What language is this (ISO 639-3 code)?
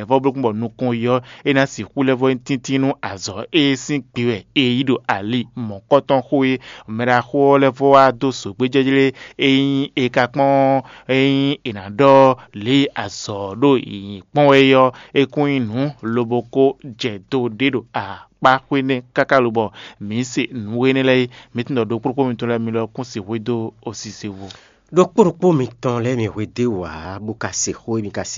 fon